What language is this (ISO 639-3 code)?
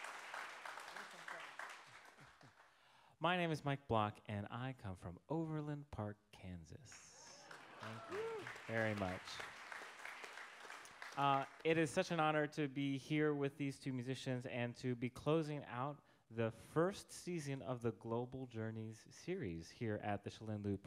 eng